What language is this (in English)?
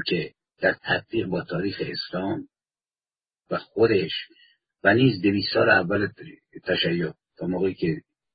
Persian